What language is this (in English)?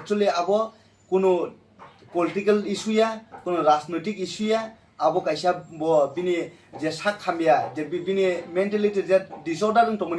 Kok Borok